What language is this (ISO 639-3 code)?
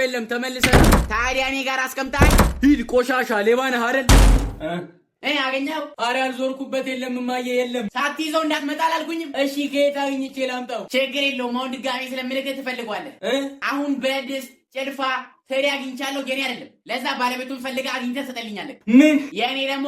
amh